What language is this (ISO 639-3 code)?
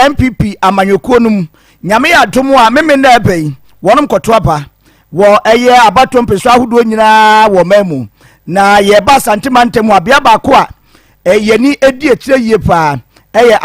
aka